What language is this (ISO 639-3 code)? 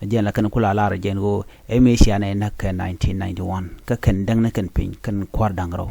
nus